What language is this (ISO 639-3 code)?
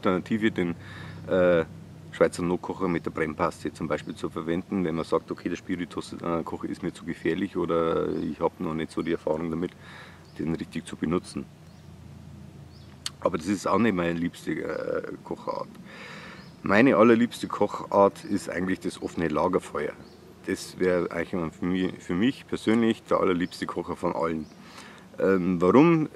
deu